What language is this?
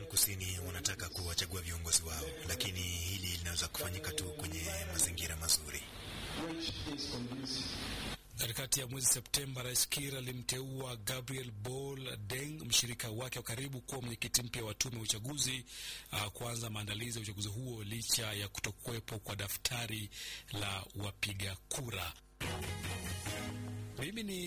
Swahili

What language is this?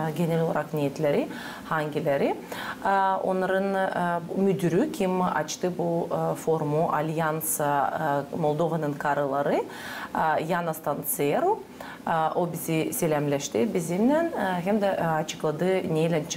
Gagauz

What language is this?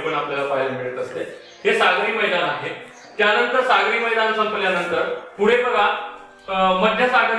Marathi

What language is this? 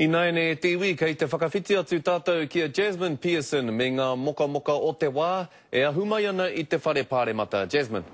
Māori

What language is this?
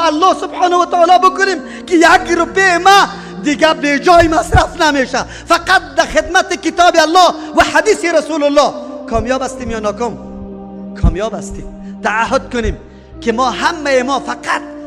Persian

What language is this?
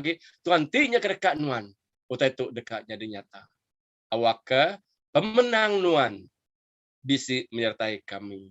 Iban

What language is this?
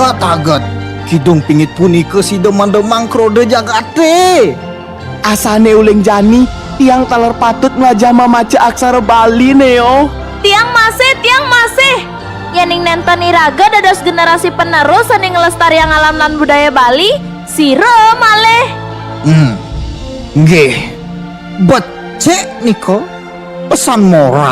Balinese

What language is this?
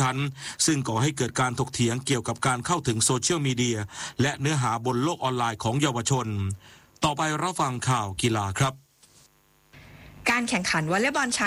Thai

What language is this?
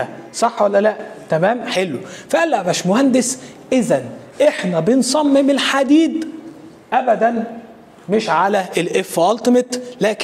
Egyptian Arabic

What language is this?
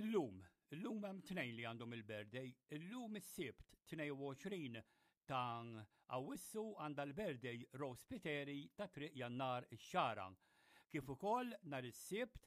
Maltese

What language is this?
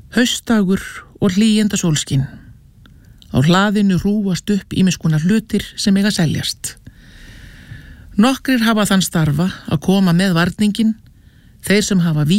Icelandic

